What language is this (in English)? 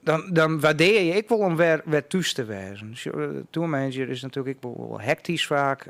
Western Frisian